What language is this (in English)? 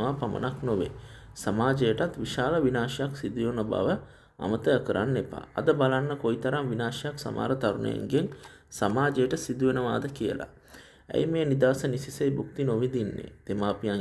Sinhala